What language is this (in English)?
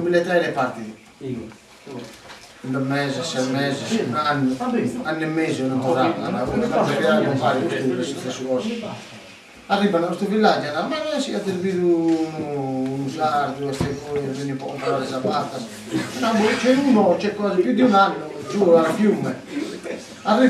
Sardinian